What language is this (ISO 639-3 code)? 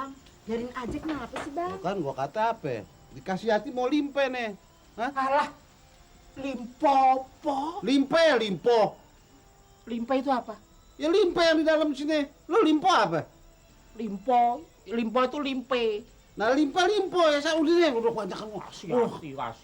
bew